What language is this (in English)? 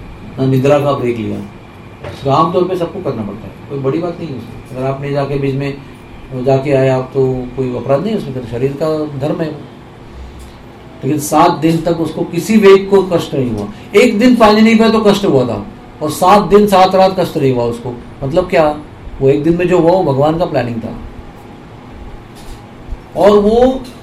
Hindi